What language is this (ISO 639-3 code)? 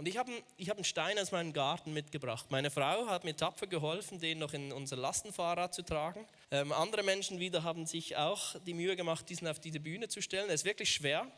gsw